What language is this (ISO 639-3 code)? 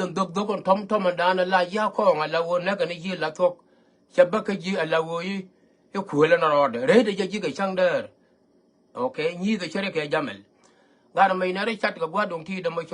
nus